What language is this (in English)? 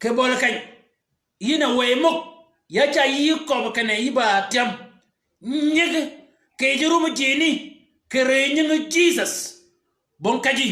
Shilluk